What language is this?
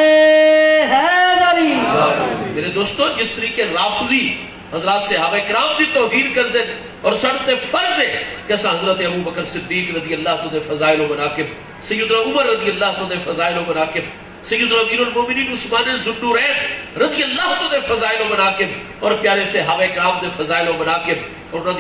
Saraiki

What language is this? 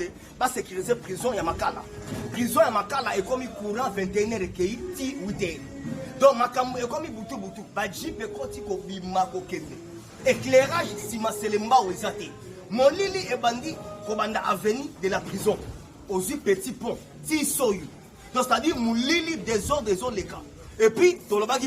Lingala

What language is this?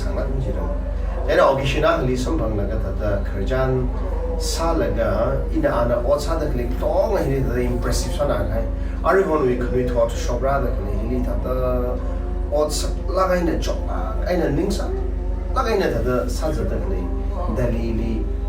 Tangkhul Naga (India)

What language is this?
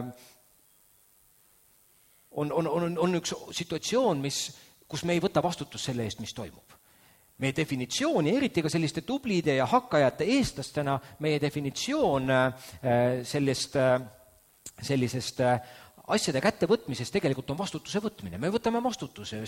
Estonian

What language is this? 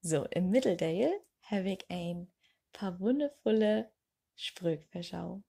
Low German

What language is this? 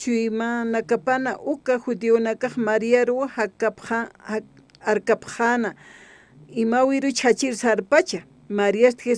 Aymara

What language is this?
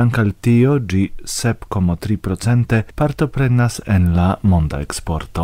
Esperanto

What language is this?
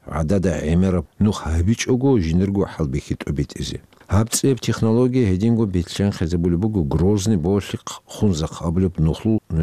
Avaric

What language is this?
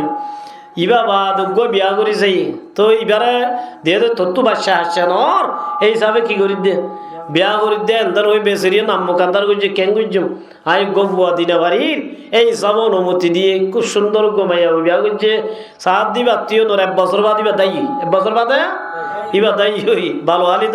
Rohingya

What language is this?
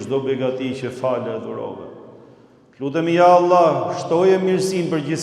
Albanian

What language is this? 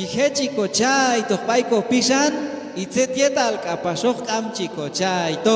Q'anjob'al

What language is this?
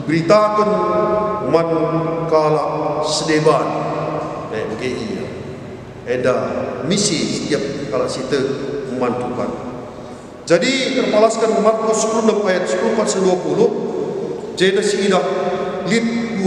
Batak Karo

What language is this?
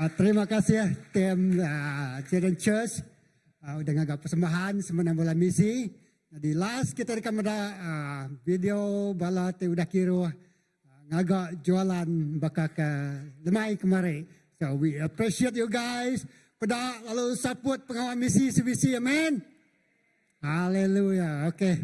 Iban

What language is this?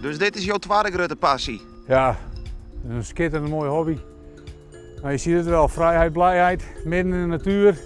Western Frisian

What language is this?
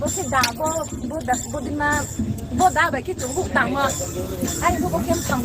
Riang (India)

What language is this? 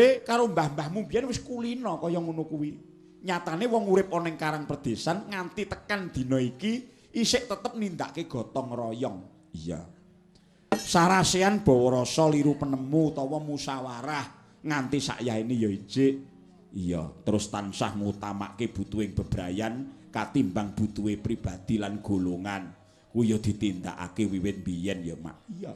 Javanese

